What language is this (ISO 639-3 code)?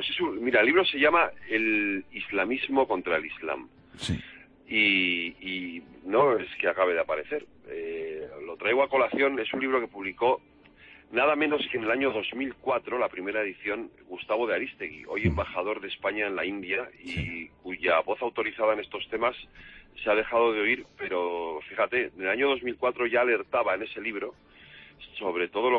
spa